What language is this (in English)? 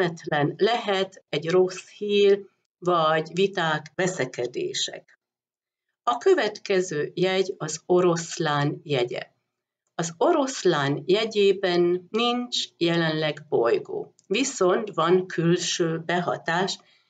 Hungarian